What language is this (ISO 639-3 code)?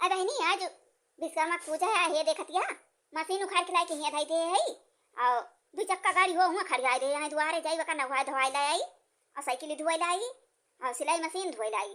awa